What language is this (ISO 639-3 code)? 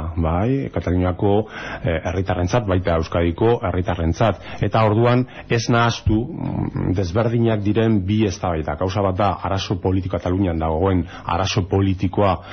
eus